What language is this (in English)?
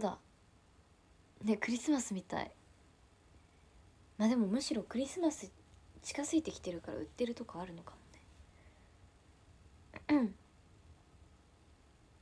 Japanese